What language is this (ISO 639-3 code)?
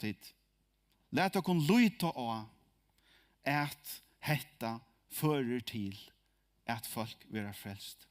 fao